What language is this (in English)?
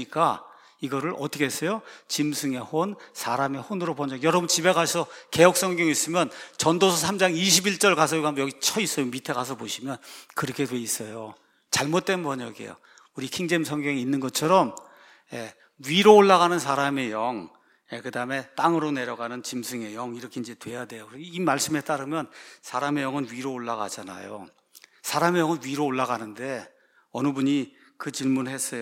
Korean